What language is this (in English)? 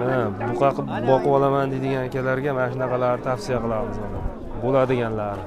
Uzbek